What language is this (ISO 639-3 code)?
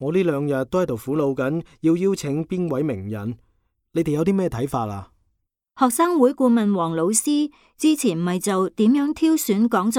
yue